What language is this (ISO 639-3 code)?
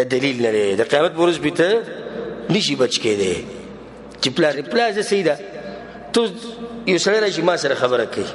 pus